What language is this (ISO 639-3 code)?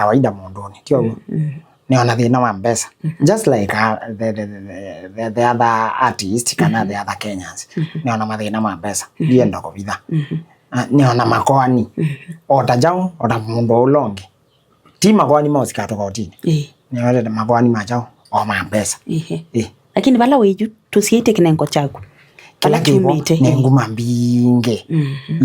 kam